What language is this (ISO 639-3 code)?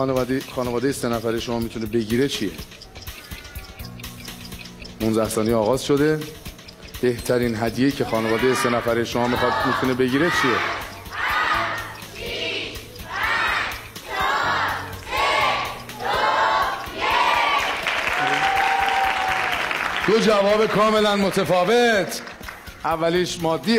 fas